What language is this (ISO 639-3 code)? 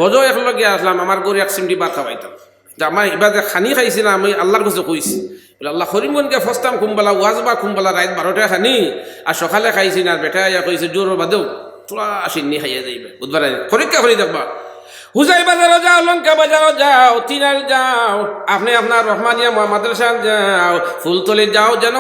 syl